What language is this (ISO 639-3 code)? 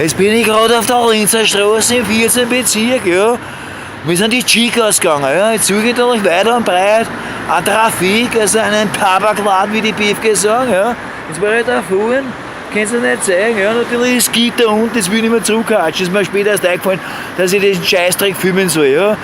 bar